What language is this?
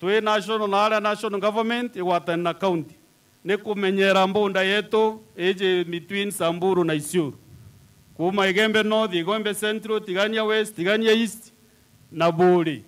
Meru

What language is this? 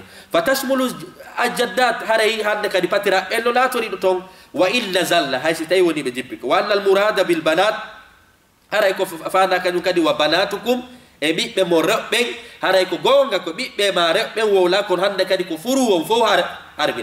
Fula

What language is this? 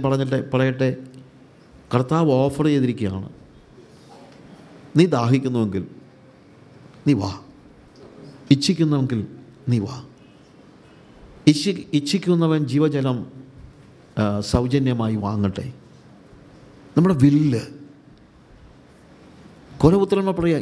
Malayalam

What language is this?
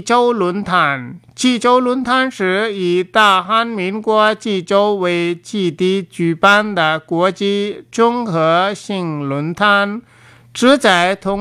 Chinese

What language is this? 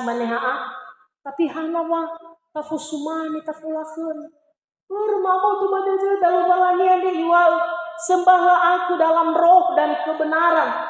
Nias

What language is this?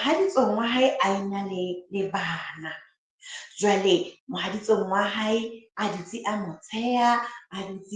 Southern Sotho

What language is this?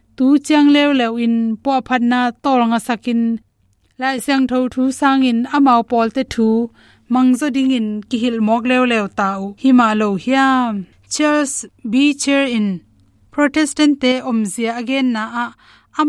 Tedim Chin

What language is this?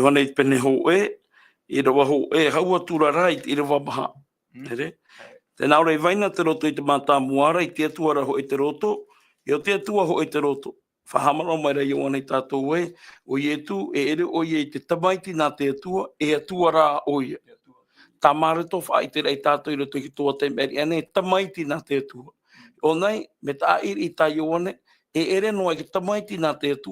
Tahitian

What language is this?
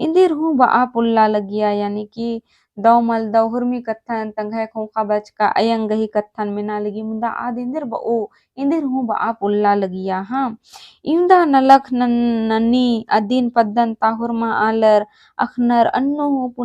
Kurukh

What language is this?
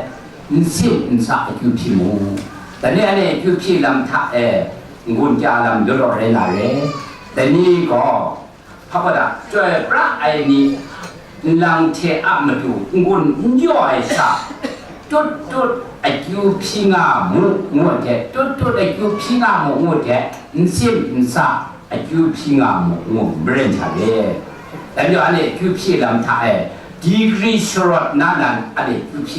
Kachin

